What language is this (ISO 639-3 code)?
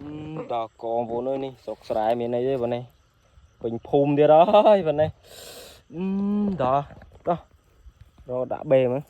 khm